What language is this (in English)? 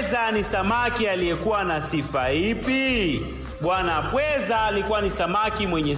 Swahili